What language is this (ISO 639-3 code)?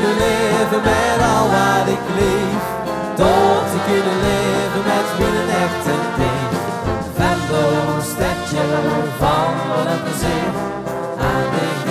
lim